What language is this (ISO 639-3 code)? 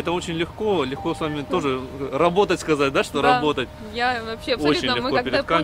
rus